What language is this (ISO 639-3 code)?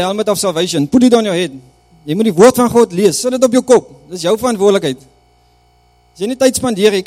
afr